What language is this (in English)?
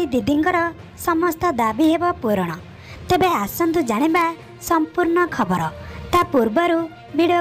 Odia